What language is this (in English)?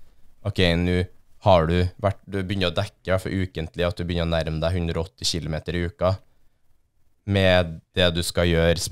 Norwegian